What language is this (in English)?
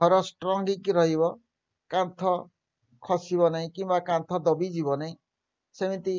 Odia